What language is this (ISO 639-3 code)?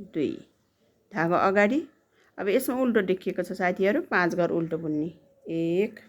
nep